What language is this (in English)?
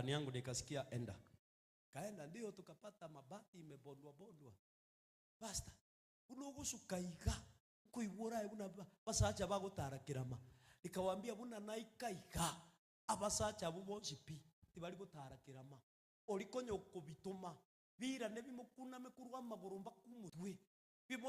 Gusii